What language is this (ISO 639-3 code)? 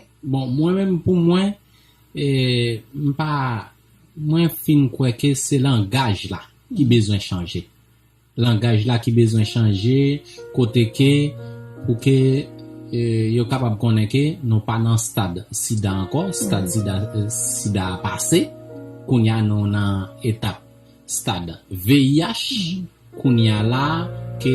hat